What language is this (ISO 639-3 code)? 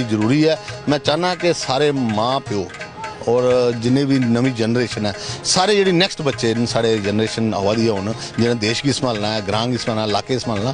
doi